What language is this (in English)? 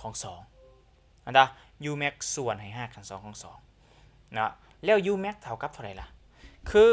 Lao